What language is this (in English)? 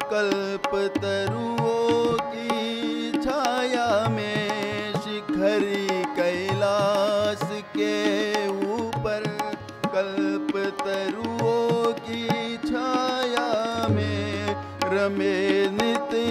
Hindi